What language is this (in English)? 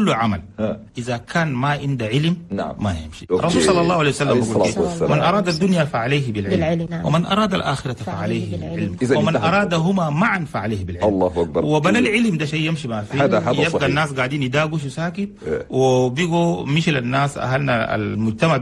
Chadian Arabic